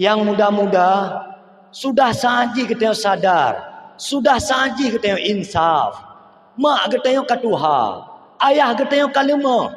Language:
Achinese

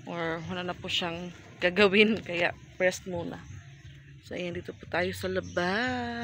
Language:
Filipino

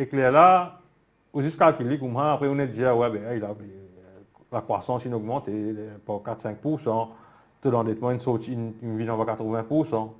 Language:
Morisyen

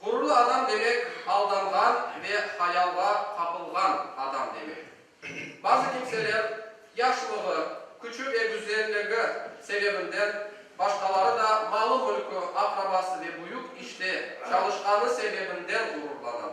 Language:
Crimean Tatar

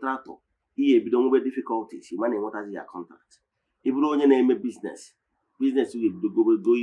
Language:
Igbo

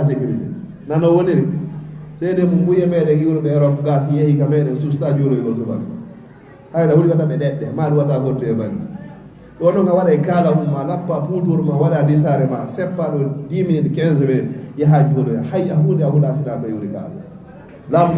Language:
Fula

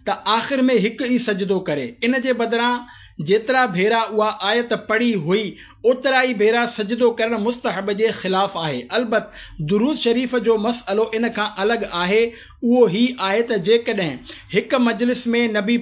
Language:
Sindhi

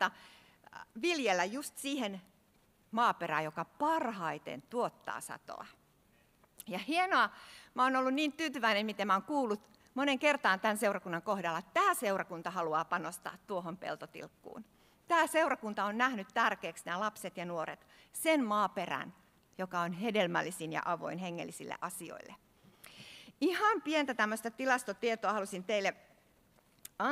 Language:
Finnish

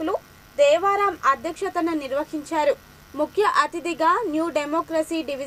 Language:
Telugu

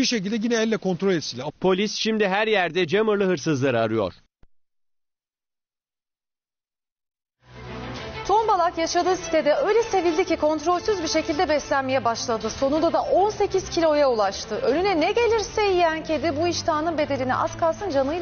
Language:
Turkish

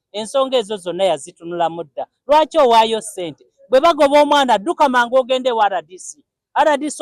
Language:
Ganda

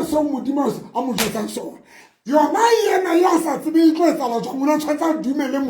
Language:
Southern Sotho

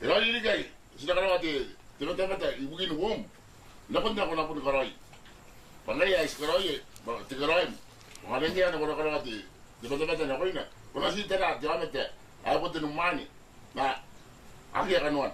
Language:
Gilbertese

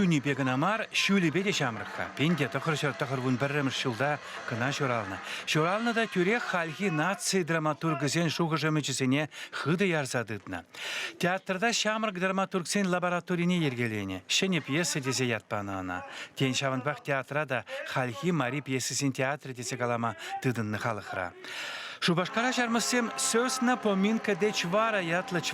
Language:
Chuvash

